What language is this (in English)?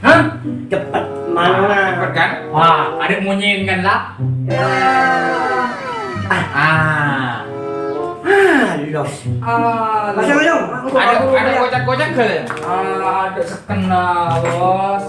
Madurese